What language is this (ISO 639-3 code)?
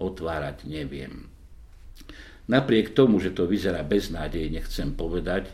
slk